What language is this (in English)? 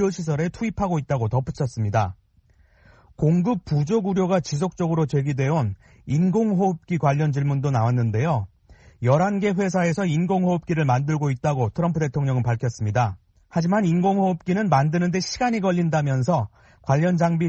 Korean